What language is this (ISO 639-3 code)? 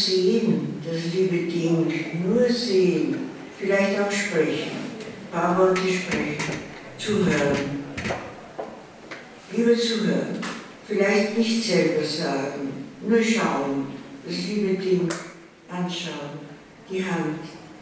deu